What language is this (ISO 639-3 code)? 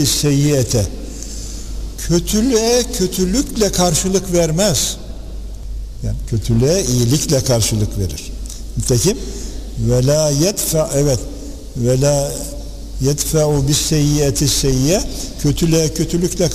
tur